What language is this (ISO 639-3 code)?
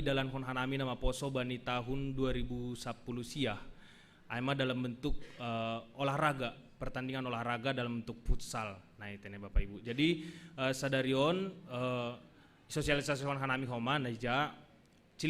bts